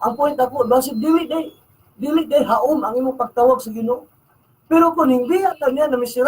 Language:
Cebuano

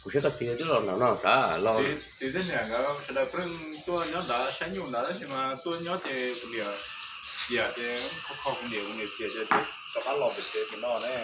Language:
Hmong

